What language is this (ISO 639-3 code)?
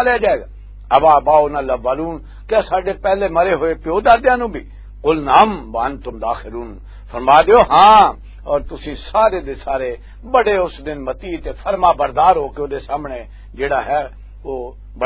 lah